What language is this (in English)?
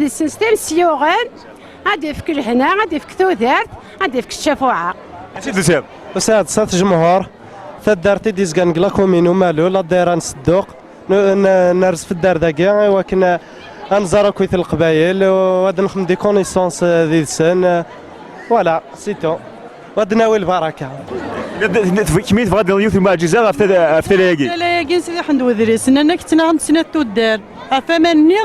Kabyle